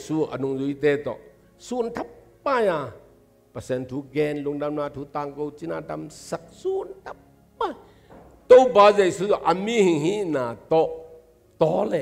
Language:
Tedim Chin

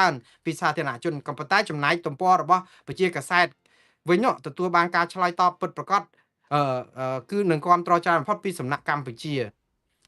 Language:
Khmer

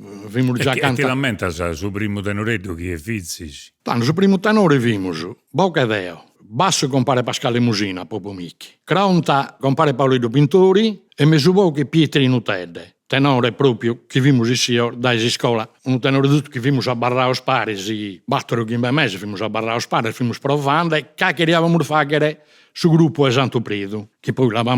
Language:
Sardinian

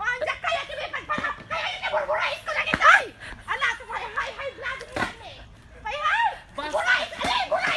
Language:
Iloko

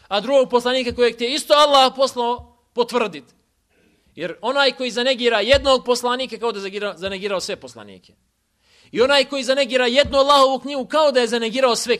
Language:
Bosnian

